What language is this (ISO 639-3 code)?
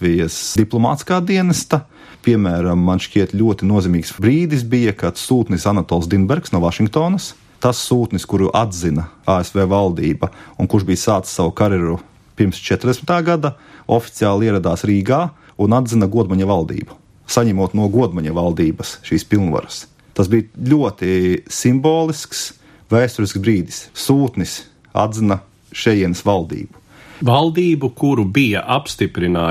lav